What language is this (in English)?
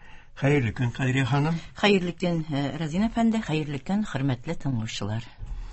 Tatar